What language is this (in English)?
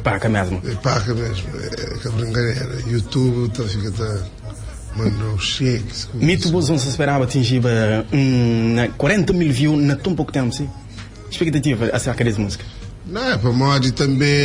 Kabuverdianu